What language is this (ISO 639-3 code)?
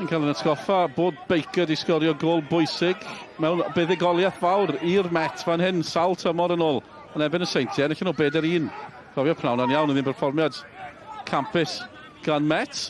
cym